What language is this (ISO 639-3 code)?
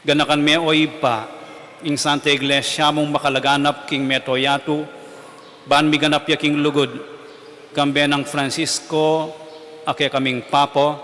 pam